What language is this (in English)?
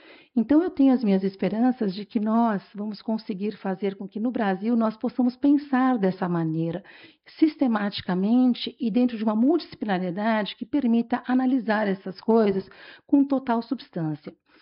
Portuguese